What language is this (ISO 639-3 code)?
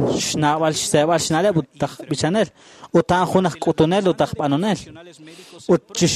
kek